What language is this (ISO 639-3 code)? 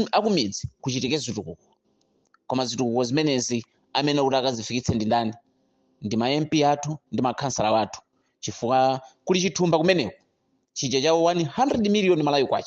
nya